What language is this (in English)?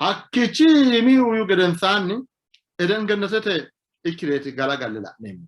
Sidamo